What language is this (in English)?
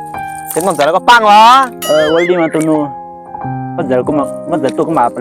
Hmong